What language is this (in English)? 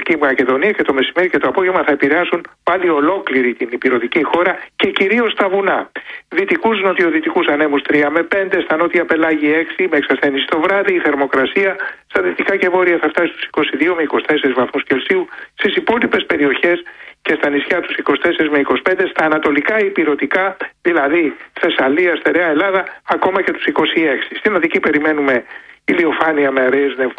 Greek